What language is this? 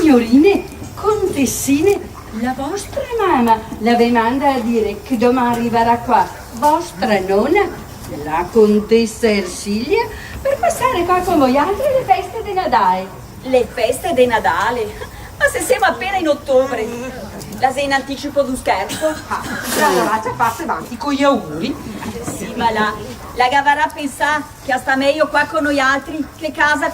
Venetian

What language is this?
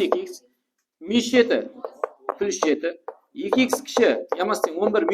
Kara-Kalpak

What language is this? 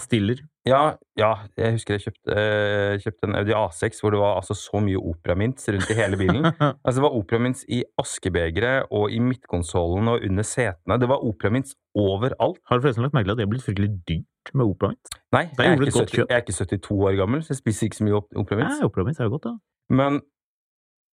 Norwegian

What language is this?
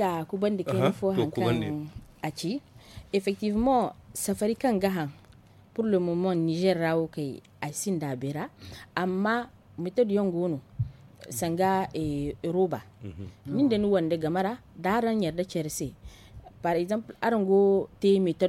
Zarma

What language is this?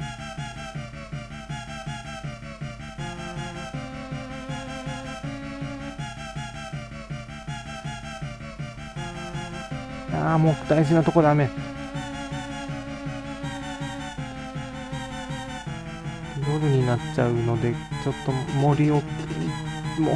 Japanese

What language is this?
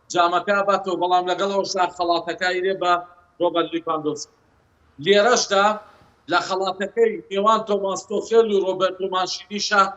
Central Kurdish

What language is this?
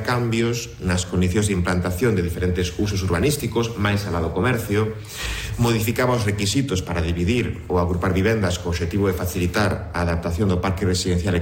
Galician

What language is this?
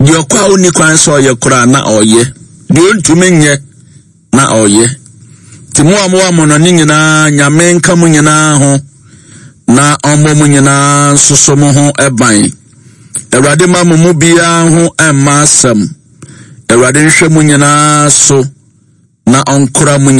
Akan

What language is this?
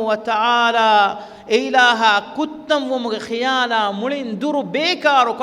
Divehi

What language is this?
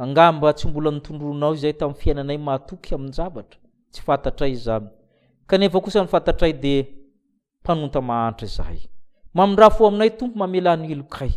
Malagasy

